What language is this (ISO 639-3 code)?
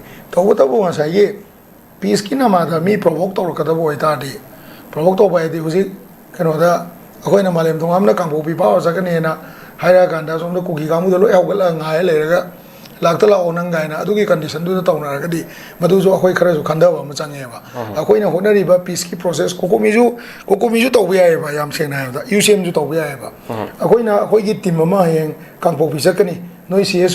mni